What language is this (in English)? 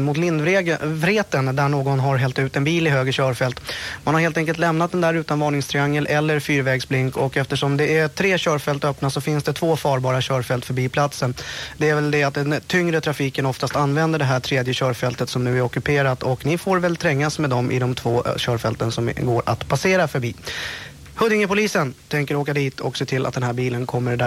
Swedish